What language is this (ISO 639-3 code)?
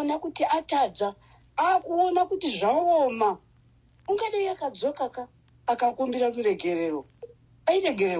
sna